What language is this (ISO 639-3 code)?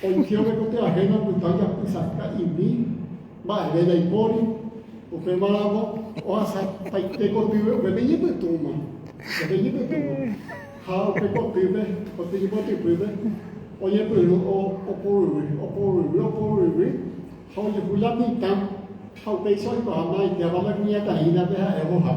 grn